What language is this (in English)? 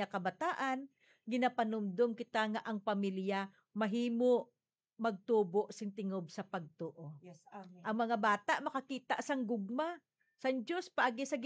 Hiligaynon